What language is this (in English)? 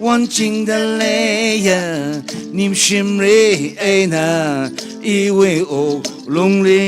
Tangkhul Naga (India)